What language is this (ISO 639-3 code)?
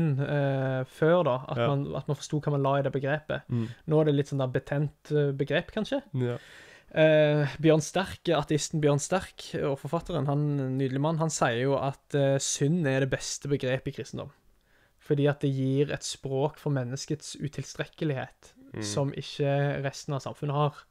nor